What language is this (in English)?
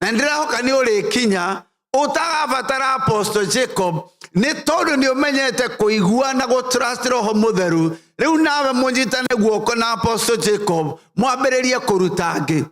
Kikuyu